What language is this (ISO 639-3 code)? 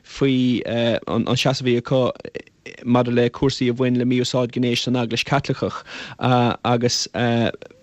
gle